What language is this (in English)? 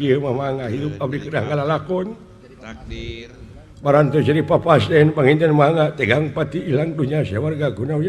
Sundanese